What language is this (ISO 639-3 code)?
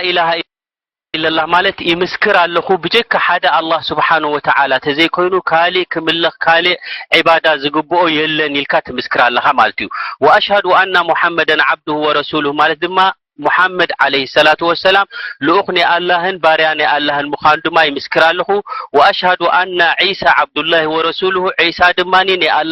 tir